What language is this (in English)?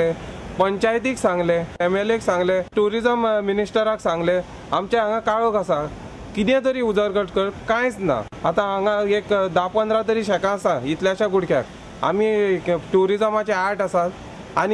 Konkani